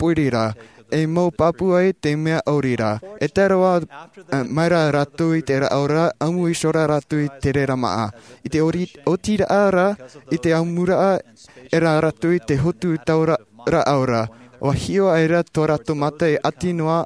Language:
Tahitian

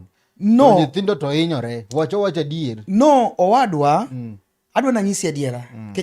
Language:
Luo (Kenya and Tanzania)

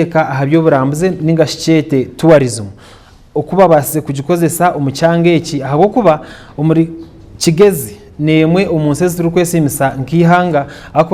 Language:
Nyankole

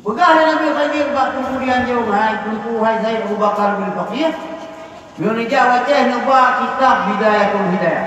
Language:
Achinese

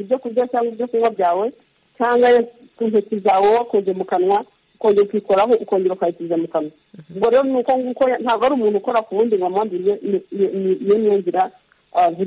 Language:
Kinyarwanda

